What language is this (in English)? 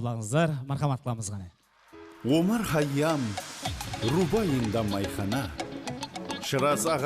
Kara-Kalpak